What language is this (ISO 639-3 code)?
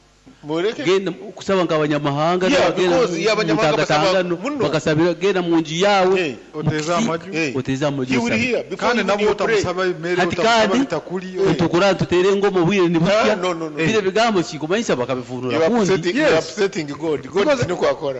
nyo